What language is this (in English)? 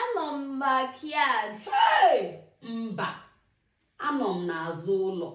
Igbo